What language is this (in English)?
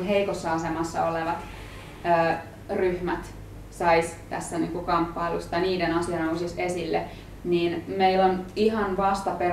Finnish